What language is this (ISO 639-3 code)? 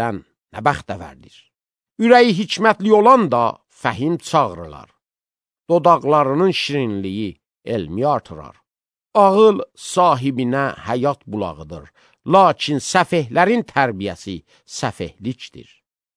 aze